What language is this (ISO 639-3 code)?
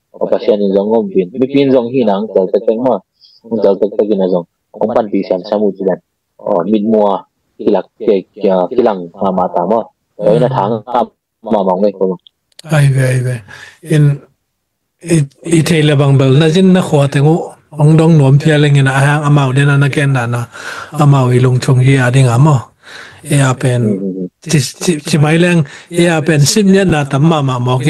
ctd